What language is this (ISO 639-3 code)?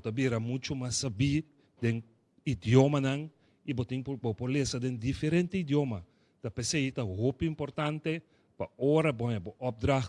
pap